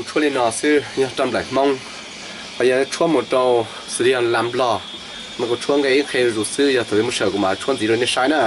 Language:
Hmong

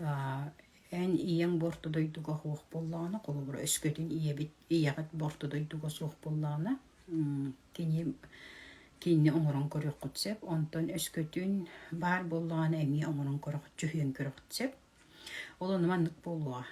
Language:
Yakut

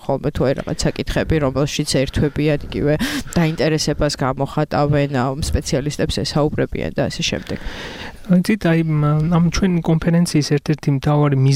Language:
Georgian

